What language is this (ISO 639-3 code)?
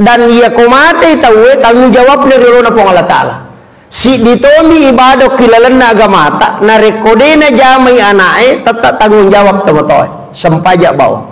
bug